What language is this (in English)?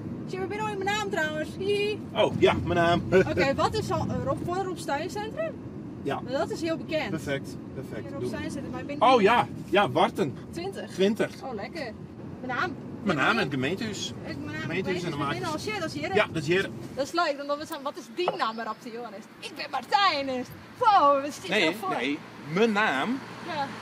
Western Frisian